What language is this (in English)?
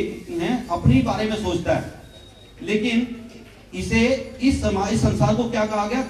Hindi